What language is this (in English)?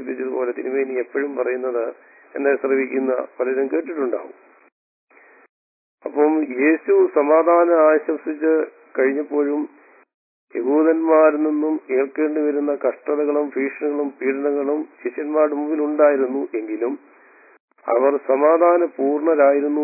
Malayalam